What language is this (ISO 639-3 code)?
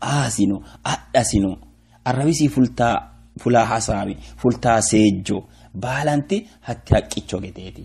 sid